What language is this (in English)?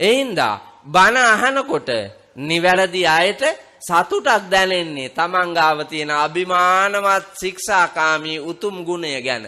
Sinhala